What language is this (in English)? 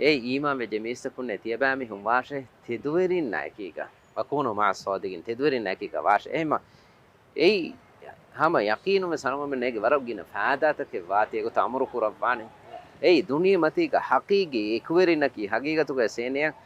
Divehi